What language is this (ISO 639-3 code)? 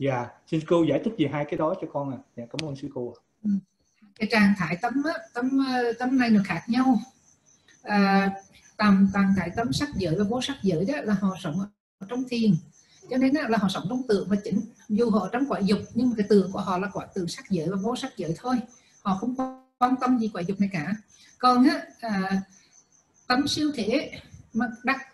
vie